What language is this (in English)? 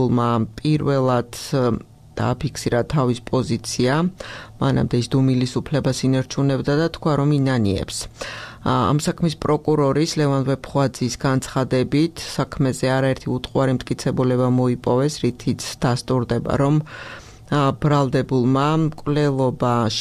Georgian